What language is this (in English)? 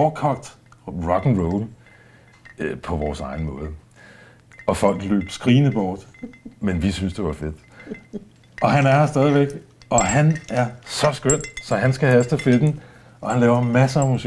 Danish